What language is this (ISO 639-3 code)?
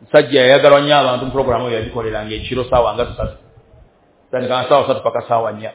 lug